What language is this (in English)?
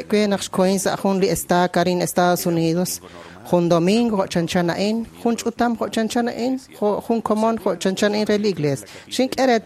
Kekchí